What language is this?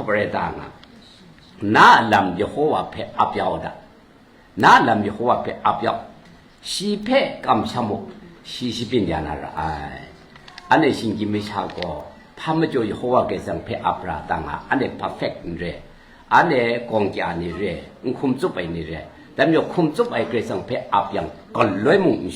Kachin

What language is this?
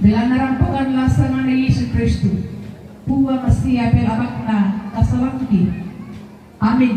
Toraja-Sa'dan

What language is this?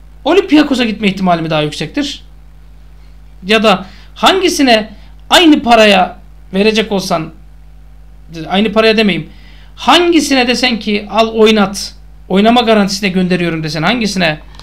Turkish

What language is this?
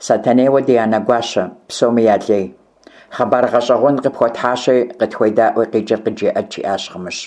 Kabardian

